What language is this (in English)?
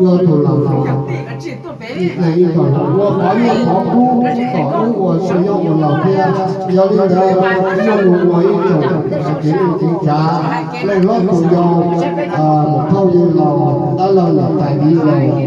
Hmong